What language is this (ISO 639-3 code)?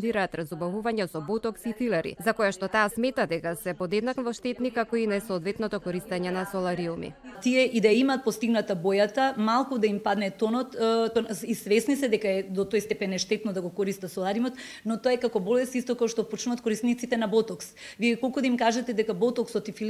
mkd